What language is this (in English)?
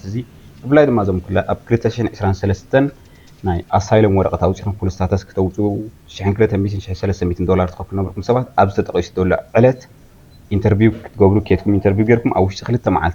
Tigrinya